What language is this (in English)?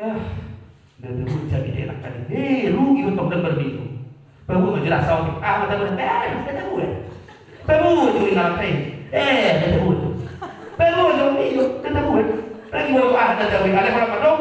Batak Toba